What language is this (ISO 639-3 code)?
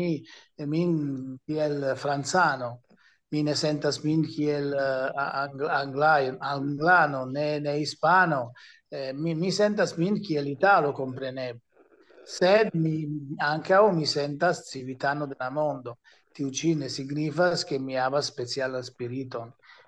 epo